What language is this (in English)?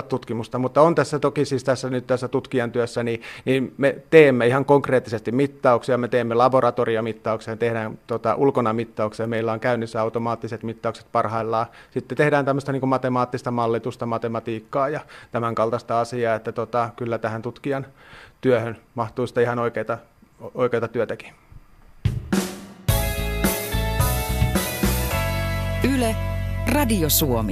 Finnish